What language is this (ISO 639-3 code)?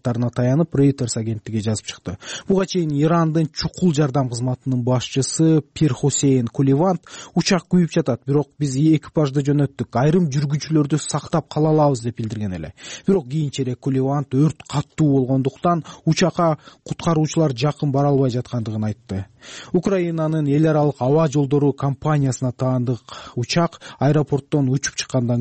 kir